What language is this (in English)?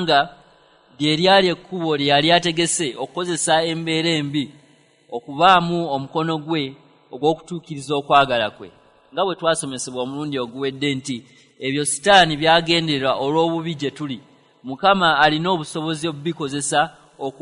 Ganda